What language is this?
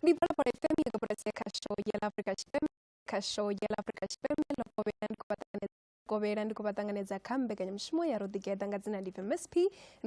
Venda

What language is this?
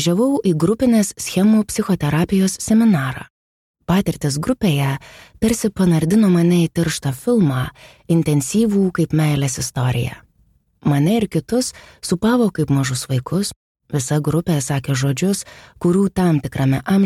Lithuanian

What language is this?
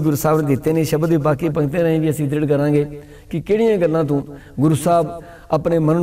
Punjabi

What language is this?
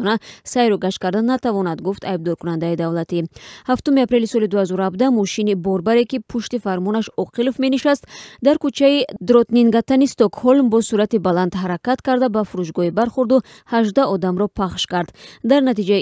Tajik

